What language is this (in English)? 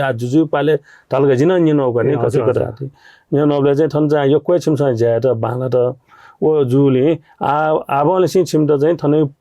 Newari